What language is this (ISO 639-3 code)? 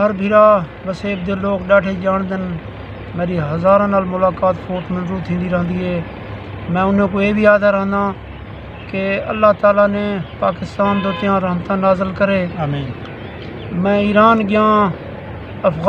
skr